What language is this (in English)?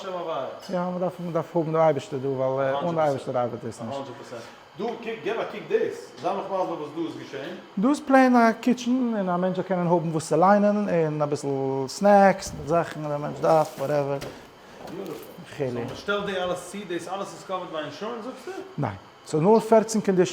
Yiddish